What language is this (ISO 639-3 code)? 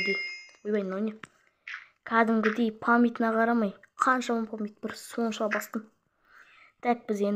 kaz